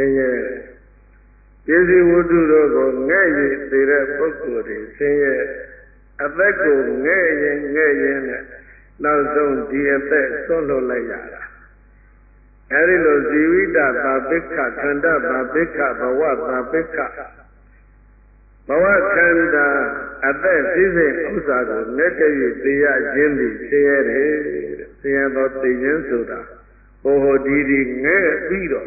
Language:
Burmese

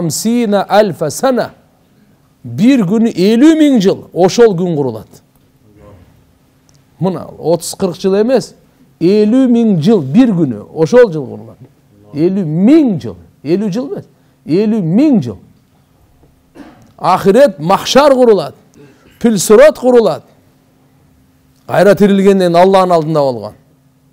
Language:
Kyrgyz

